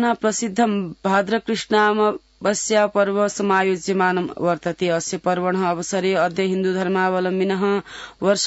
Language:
Sanskrit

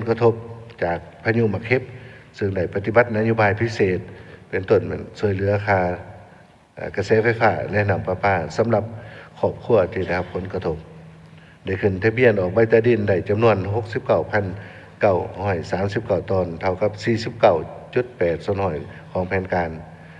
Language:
Lao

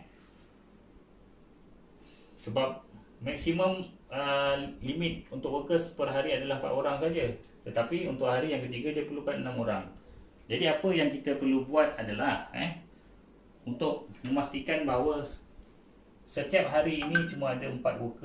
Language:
Malay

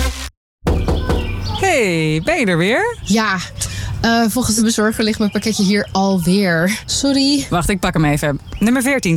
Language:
Dutch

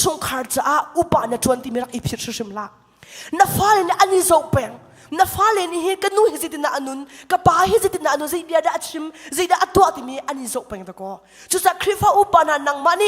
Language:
Hakha Chin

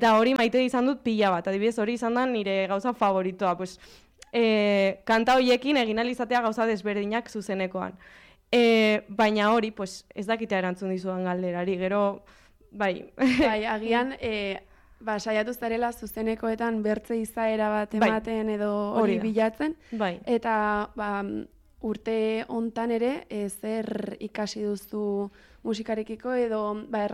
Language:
Basque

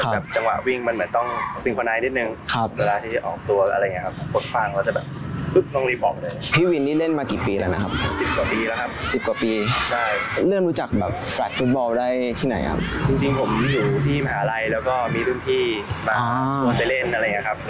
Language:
Thai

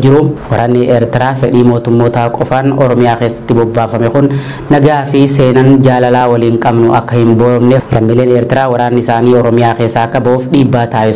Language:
Oromo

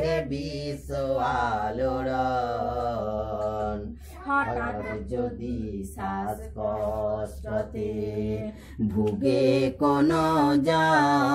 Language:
Bangla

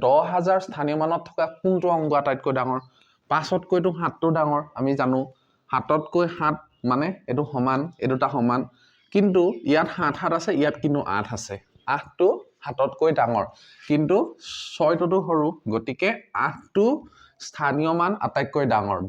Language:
Assamese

